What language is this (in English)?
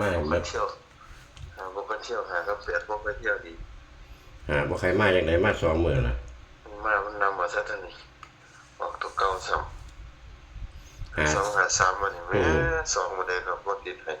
Northeastern Thai